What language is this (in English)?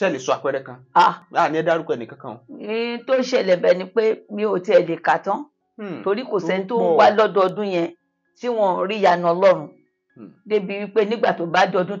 Yoruba